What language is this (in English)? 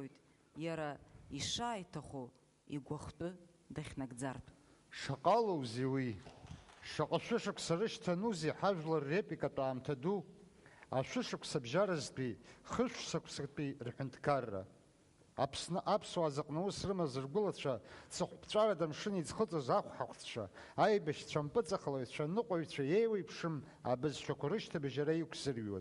Abkhazian